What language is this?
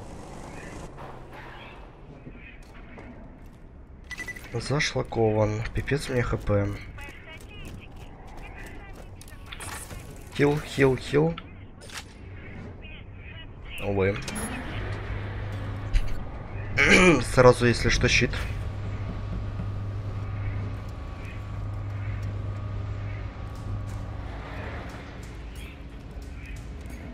Russian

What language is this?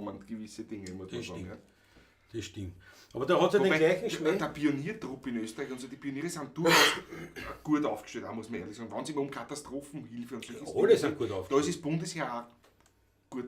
Bavarian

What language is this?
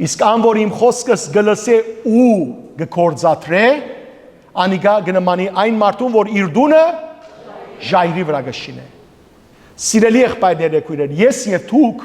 Western Armenian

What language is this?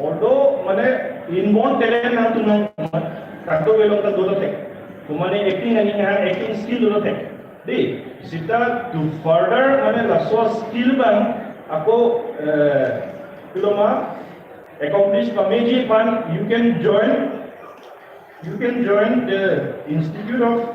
Karbi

